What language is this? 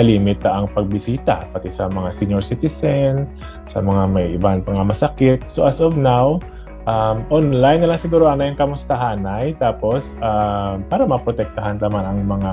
Hiligaynon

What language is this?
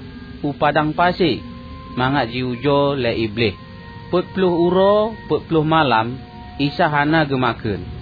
Achinese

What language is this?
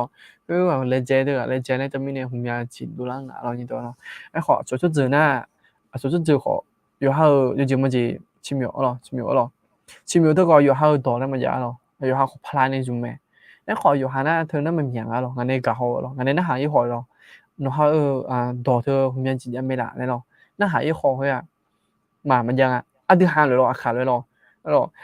Akha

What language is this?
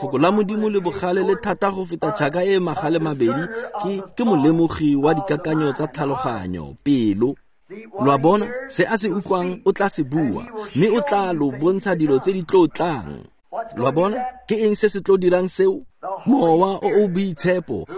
Tswana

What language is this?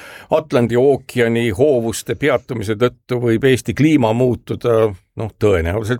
Estonian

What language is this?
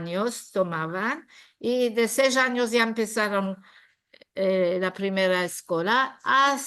Ladino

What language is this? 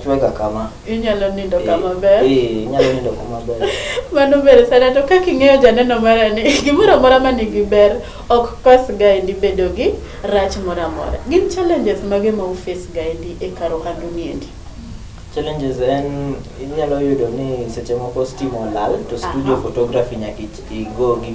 Luo (Kenya and Tanzania)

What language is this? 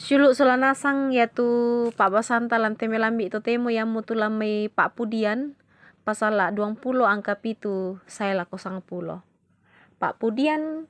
Toraja-Sa'dan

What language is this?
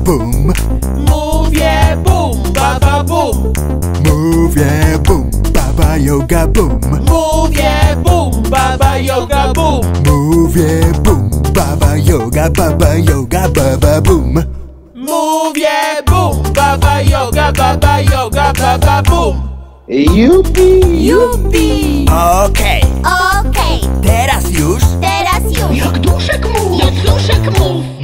Polish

